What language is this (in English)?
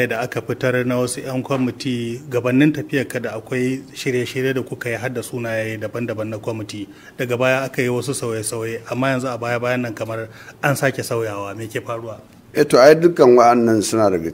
Hausa